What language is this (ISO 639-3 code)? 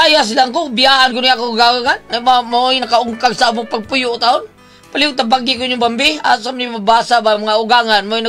ceb